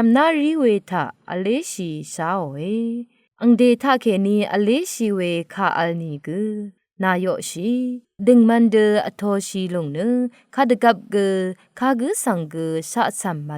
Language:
Rawang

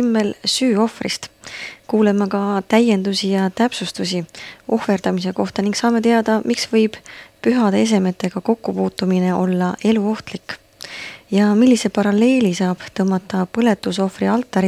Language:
Estonian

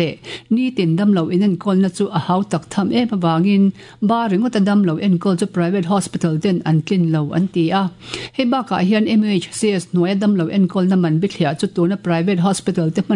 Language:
Mizo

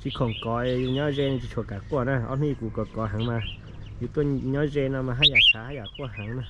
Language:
Hmong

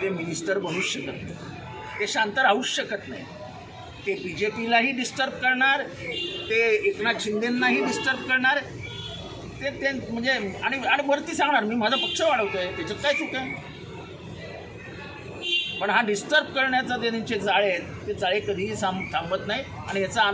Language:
Marathi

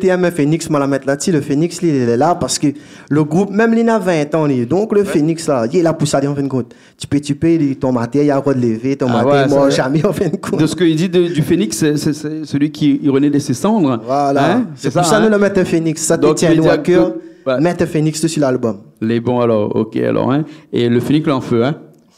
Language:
Réunion Creole French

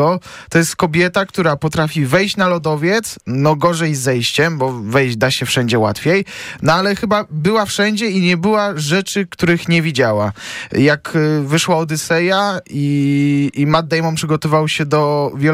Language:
Polish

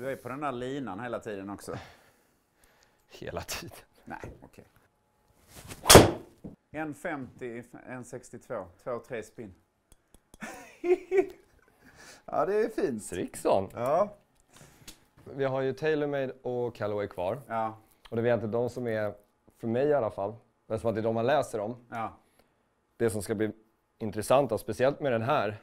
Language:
Swedish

